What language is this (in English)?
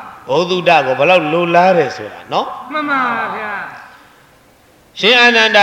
Burmese